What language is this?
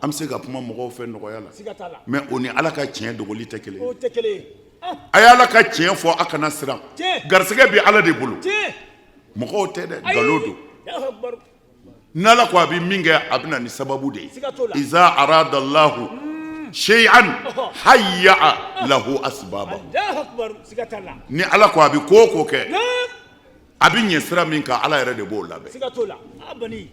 Bambara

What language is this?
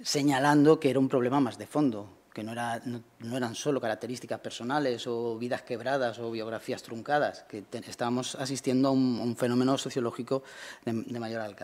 Spanish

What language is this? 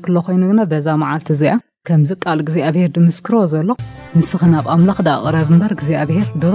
Tigrinya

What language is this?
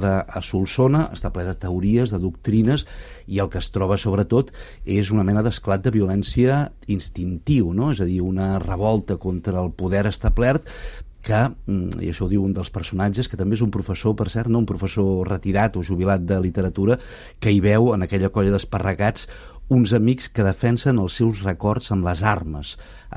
Catalan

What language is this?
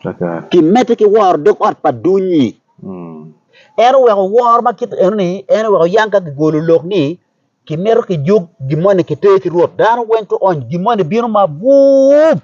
Acoli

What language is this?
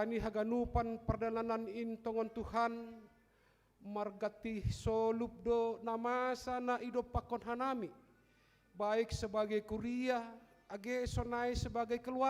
Batak Simalungun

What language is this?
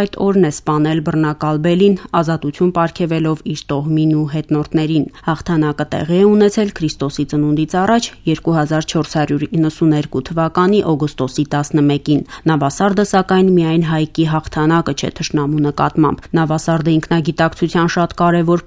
Armenian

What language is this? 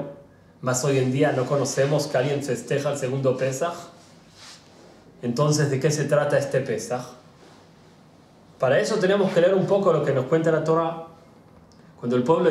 Spanish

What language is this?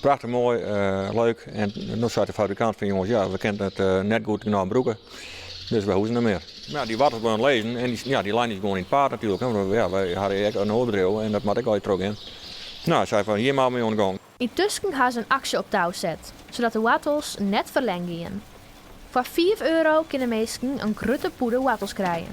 Western Frisian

